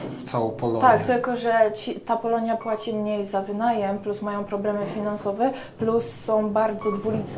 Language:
Polish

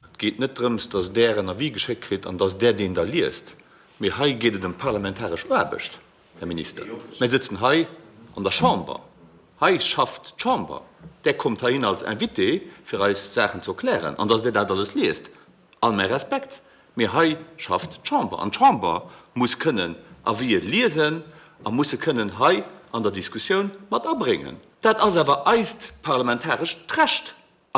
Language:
Luxembourgish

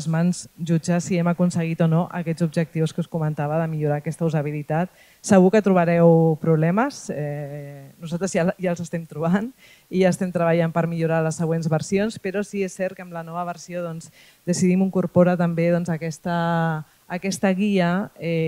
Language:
Catalan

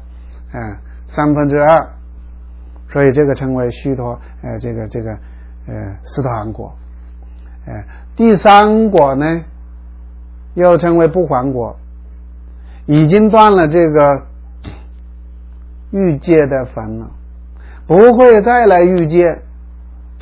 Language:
Chinese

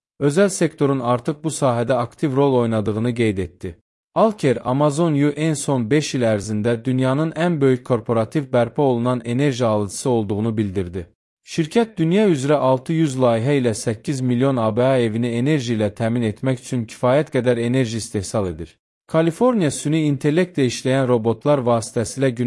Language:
Azerbaijani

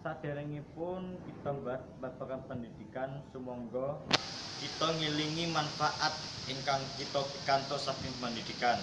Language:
Javanese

